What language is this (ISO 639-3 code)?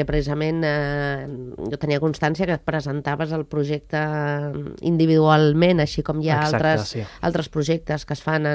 cat